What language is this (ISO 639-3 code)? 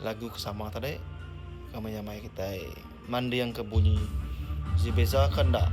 iba